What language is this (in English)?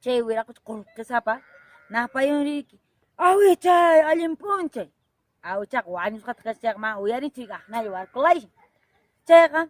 Quechua